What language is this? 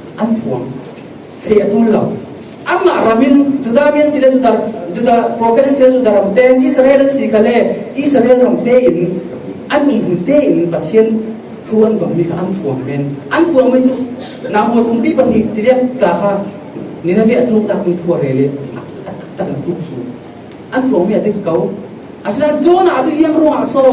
Falam Chin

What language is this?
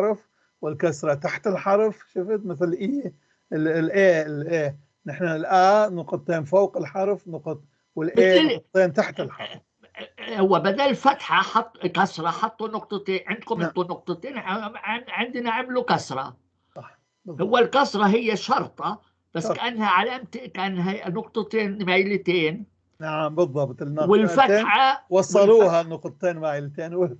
North Levantine Arabic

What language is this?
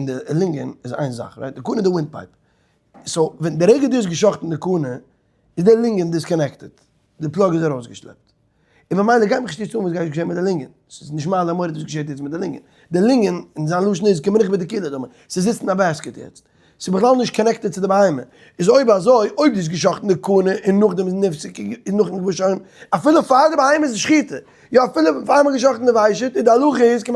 Yiddish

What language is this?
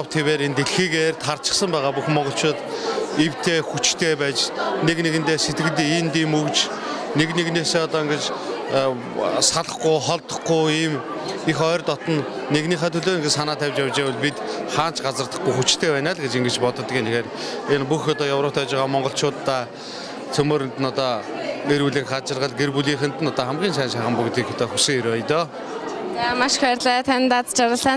Mongolian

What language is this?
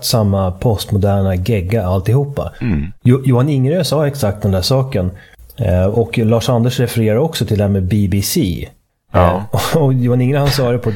Swedish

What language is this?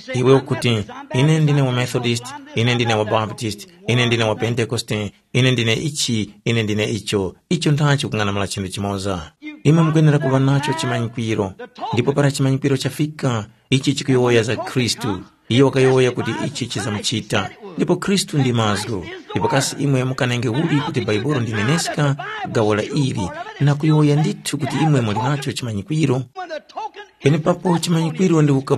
Tumbuka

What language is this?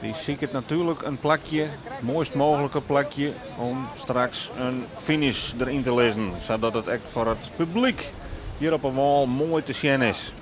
Western Frisian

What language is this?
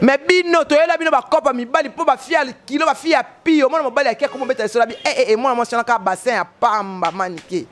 Lingala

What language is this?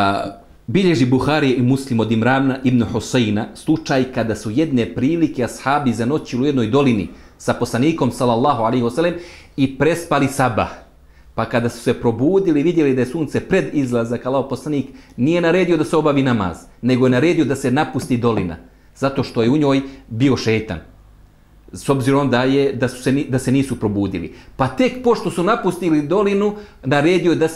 Bosnian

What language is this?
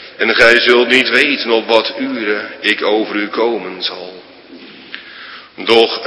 Dutch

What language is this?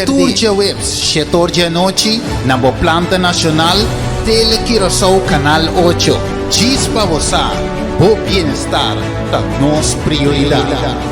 Papiamento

